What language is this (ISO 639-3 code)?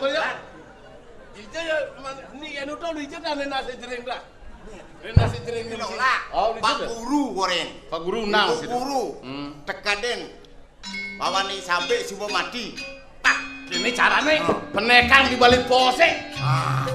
ban